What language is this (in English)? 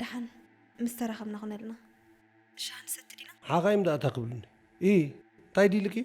Tigrinya